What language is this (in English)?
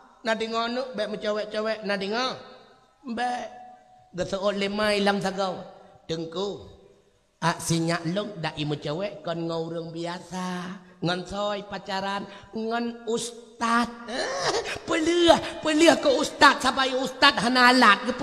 Achinese